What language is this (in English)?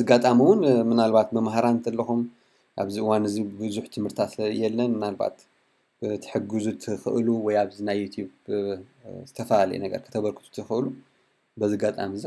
Tigrinya